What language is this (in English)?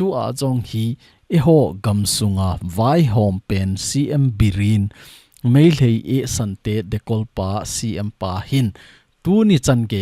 Thado Chin